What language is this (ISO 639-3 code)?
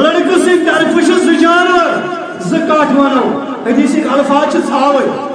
kas